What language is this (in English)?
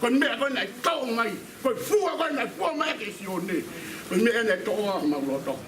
Tongan